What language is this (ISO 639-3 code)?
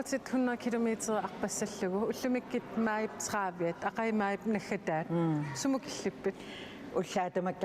kal